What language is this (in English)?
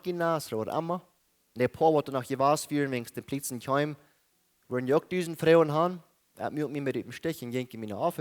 Plautdietsch